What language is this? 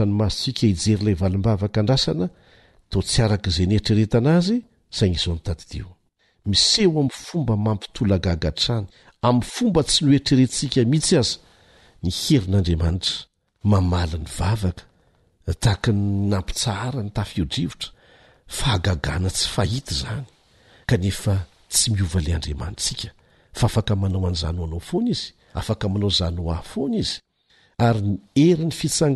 Malagasy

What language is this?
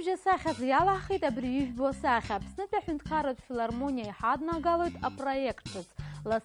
Abkhazian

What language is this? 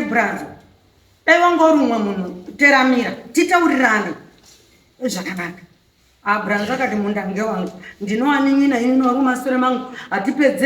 Shona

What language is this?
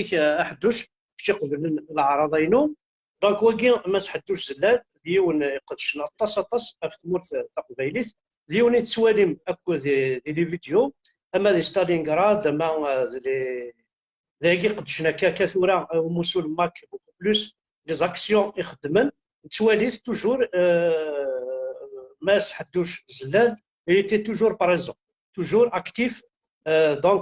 Kabyle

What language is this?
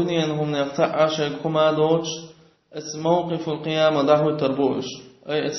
Chechen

